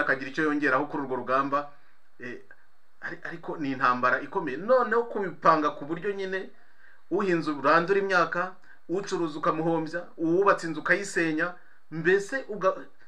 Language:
Kinyarwanda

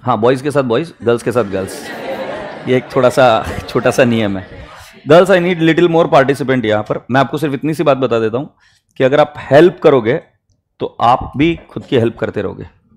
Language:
Hindi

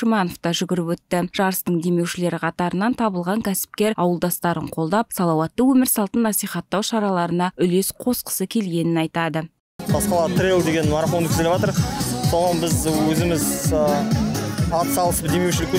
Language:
Kazakh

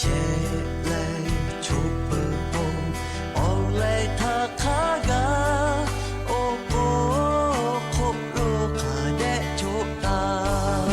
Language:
Lahu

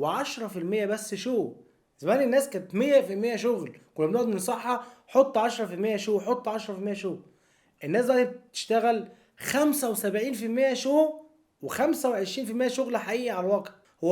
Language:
Egyptian Arabic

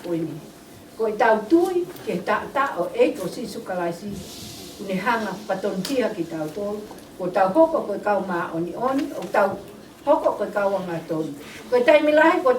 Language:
Tongan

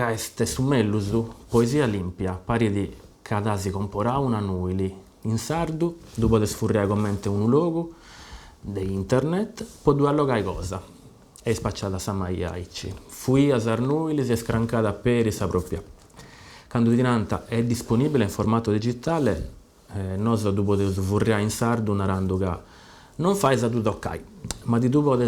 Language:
Sardinian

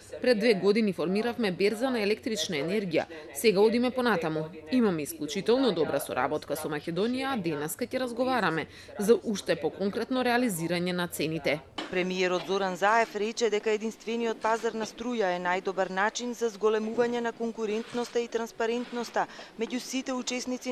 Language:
Macedonian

